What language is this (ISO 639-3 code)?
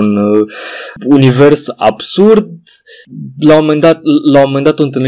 ron